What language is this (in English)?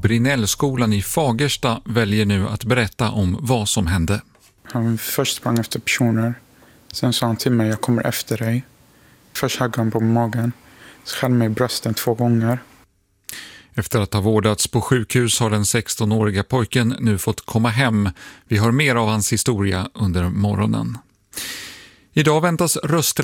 Swedish